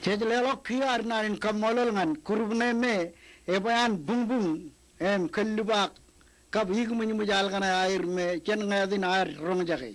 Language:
Marshallese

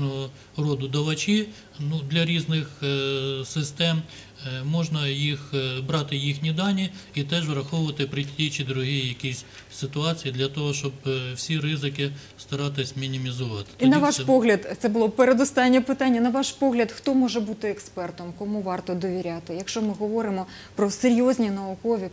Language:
Ukrainian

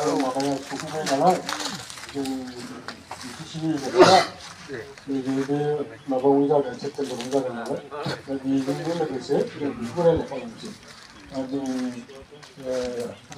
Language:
Bodo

